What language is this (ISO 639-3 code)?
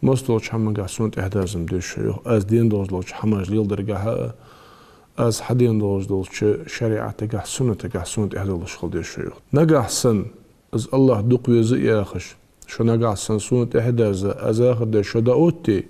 inh